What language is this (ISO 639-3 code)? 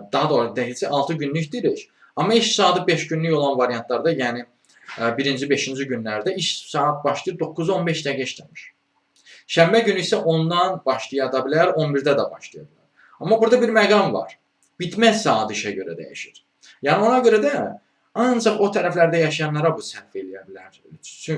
aze